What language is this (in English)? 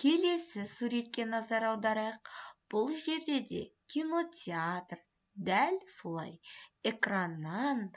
Kazakh